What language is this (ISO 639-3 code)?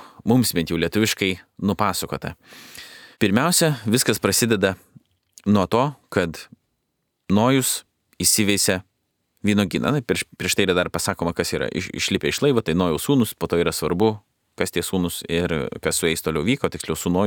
lit